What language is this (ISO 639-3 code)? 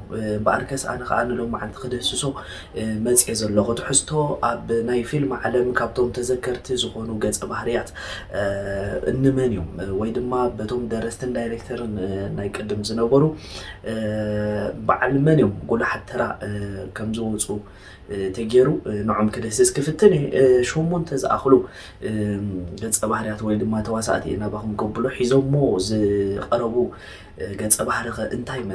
tir